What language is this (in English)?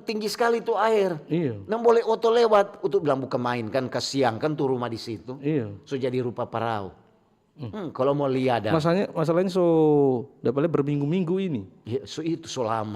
Manado Malay